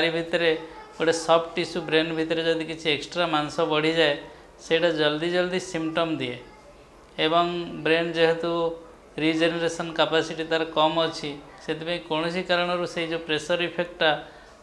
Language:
Odia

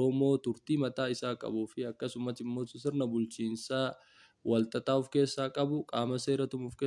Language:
Oromo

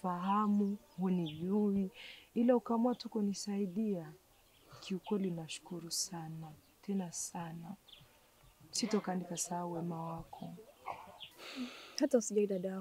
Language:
Swahili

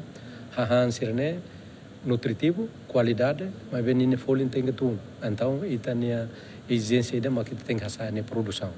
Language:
Tetum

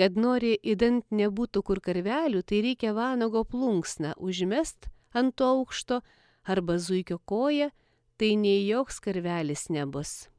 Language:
Lithuanian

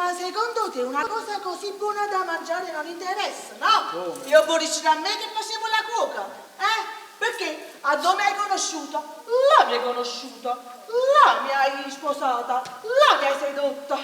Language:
Neapolitan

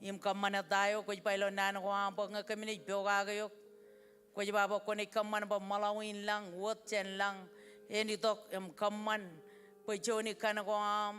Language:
Marshallese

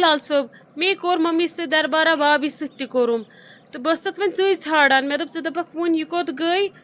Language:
Kashmiri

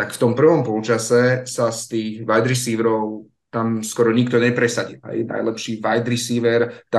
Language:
Slovak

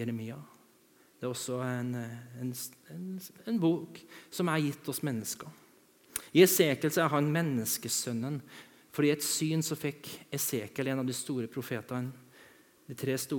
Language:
Norwegian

